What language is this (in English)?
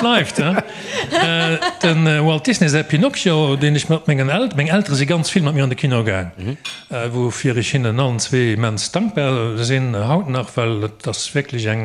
Luxembourgish